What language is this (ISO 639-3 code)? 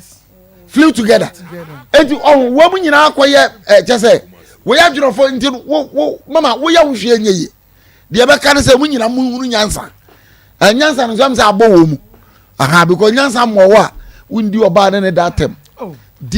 aka